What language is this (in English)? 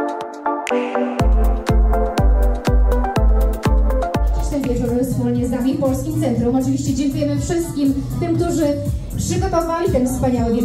Polish